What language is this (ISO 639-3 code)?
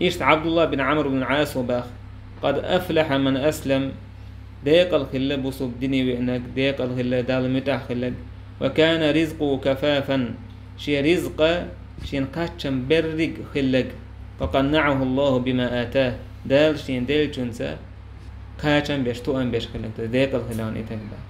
che